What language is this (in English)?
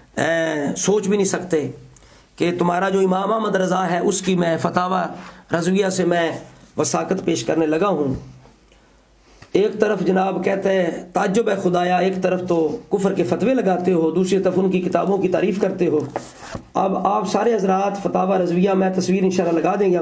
Urdu